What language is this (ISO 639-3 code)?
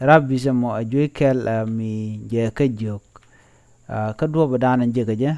nus